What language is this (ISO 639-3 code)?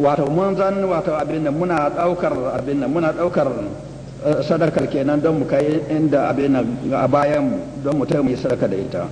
hau